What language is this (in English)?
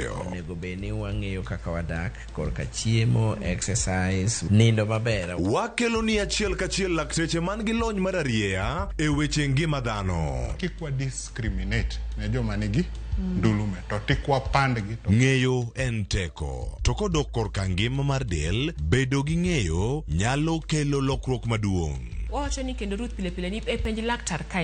Luo (Kenya and Tanzania)